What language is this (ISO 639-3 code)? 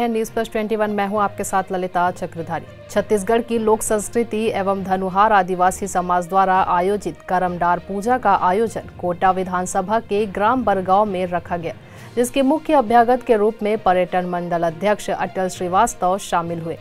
hin